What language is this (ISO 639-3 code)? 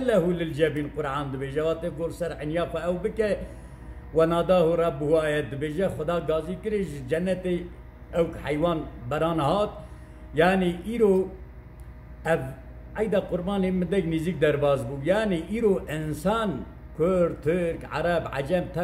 kur